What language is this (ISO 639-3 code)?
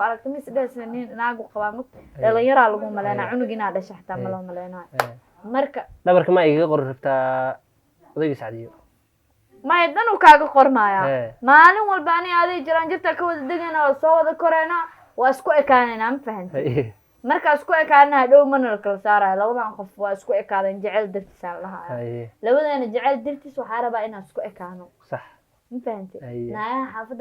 som